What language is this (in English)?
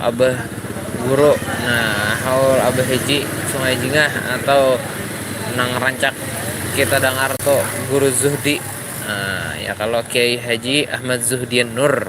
Banjar